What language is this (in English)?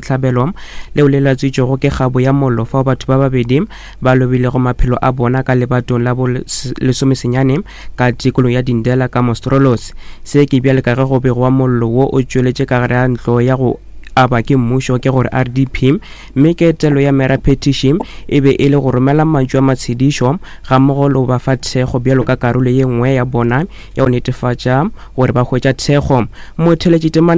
Northern Sotho